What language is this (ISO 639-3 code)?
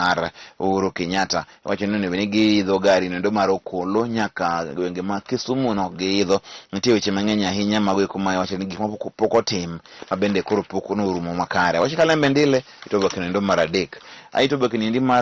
luo